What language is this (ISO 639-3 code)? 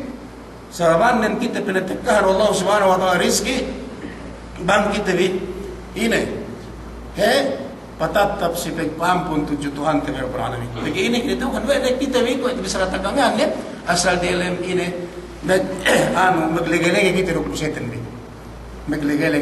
yka